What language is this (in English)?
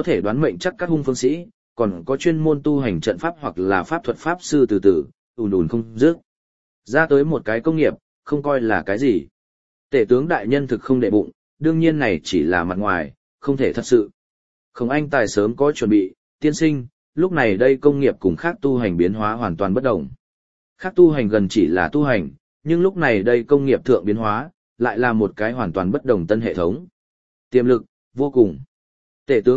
Vietnamese